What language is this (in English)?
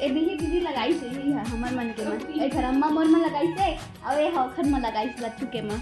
Chhattisgarhi